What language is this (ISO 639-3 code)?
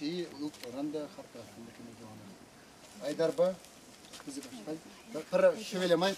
chv